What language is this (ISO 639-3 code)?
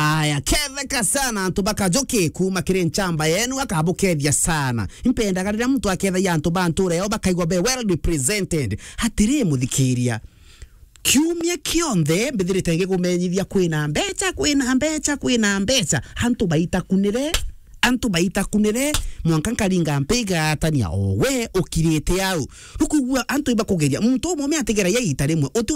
mer